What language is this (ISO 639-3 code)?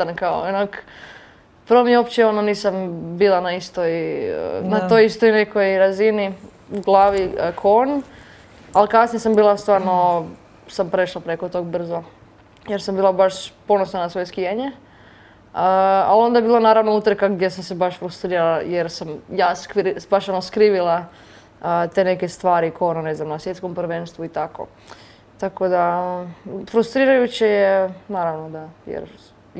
hrv